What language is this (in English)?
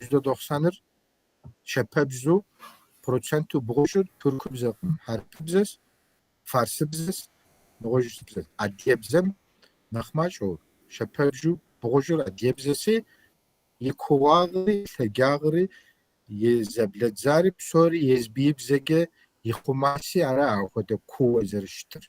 Kabardian